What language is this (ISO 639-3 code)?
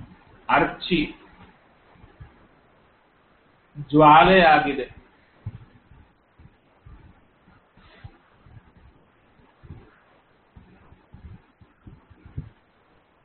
kan